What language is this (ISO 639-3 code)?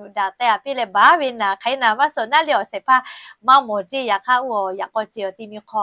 lhu